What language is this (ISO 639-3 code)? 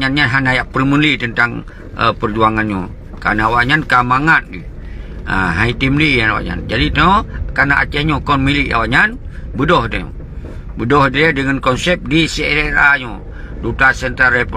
ace